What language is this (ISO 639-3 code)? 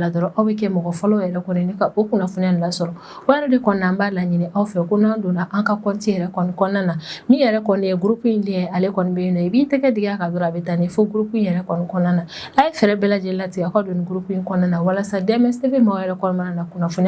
bam